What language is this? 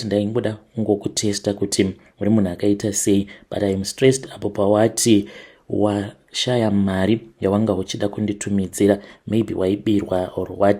Shona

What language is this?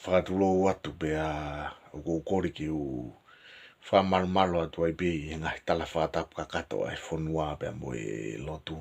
Tongan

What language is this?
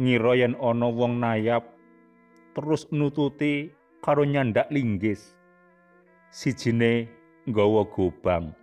Javanese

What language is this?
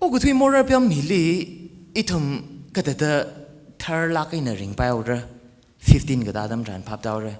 Tangkhul Naga (India)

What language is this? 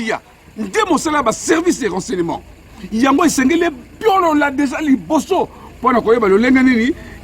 Lingala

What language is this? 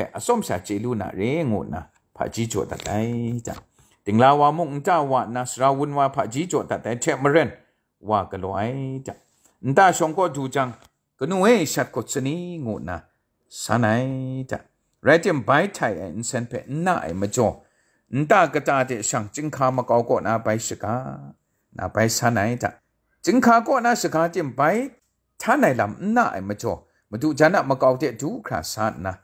Kachin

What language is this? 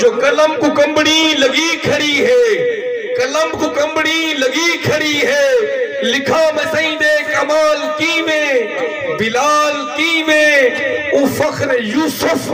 Saraiki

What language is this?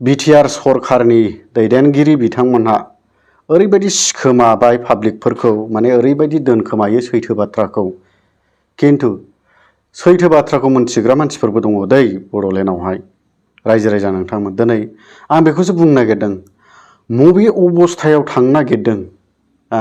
Bodo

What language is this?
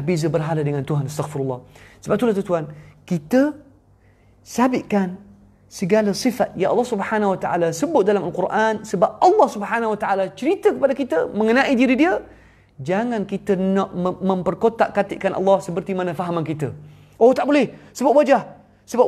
Malay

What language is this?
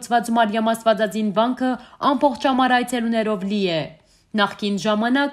Western Armenian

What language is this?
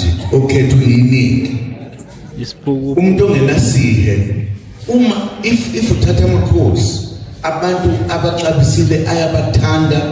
Zulu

